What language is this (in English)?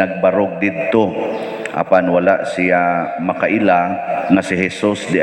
Cebuano